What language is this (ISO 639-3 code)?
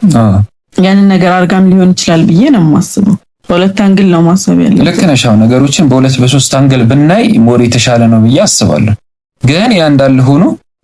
amh